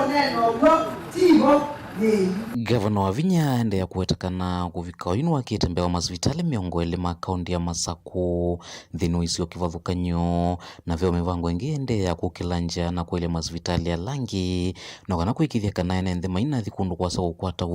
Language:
Kamba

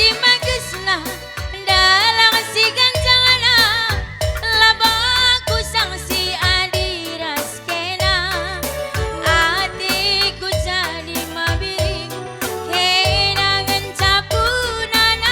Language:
Batak Karo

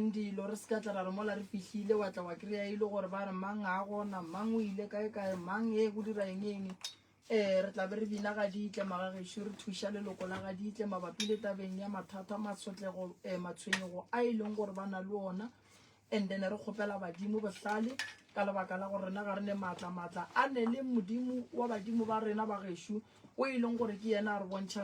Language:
Northern Sotho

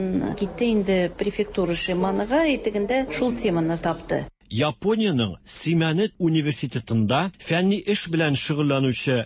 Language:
Tatar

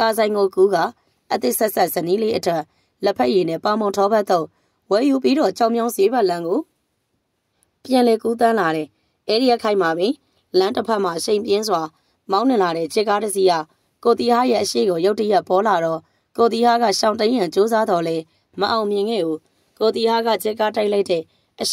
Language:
Burmese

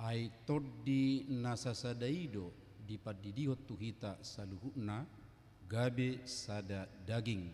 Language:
Batak Toba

